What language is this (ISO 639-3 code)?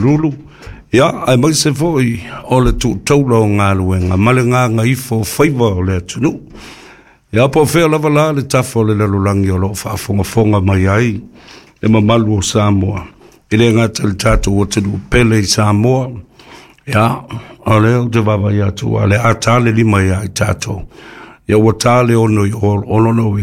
smo